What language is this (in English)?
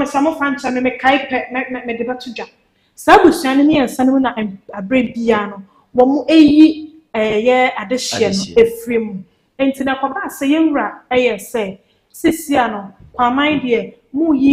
Akan